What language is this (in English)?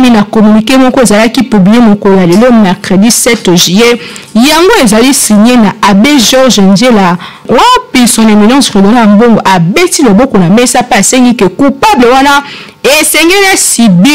Lingala